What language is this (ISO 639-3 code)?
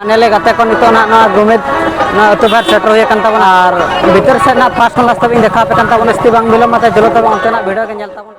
sat